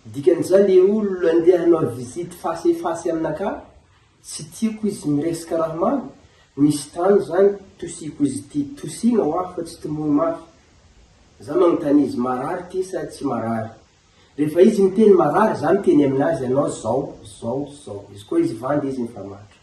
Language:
Malagasy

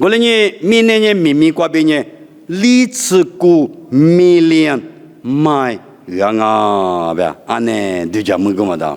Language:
Lisu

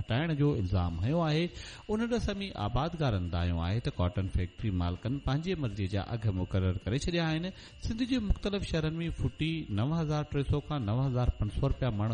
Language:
Sindhi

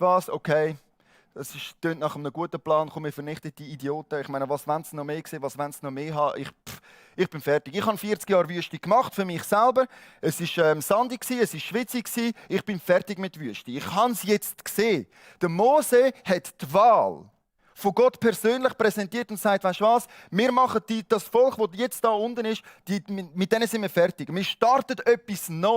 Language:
Swiss German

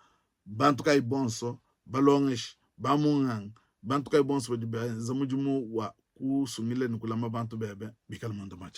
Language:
Luba-Lulua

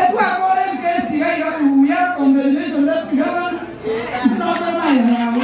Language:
Gusii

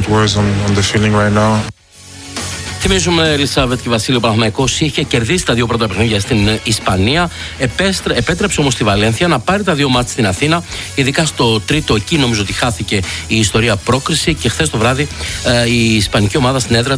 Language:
Greek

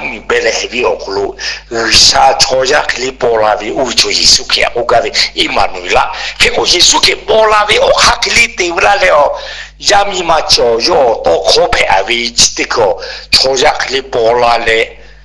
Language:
Lahu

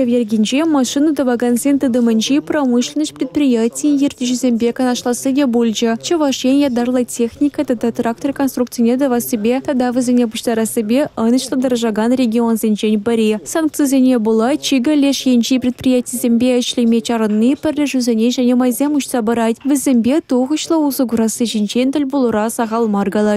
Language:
Chuvash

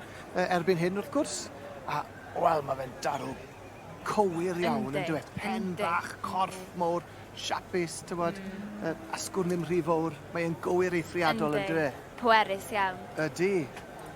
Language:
Welsh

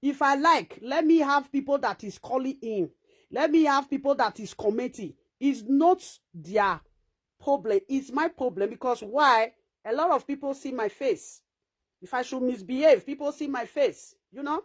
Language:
Nigerian Pidgin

